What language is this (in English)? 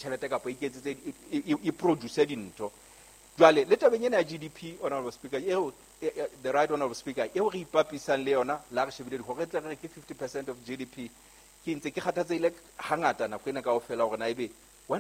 Southern Sotho